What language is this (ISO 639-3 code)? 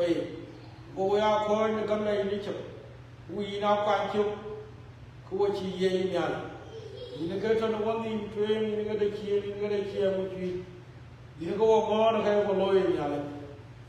din